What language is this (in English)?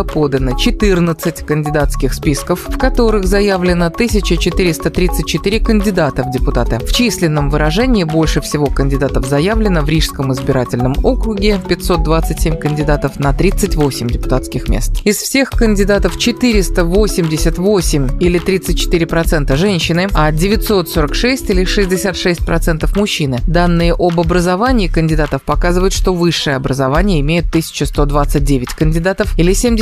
Russian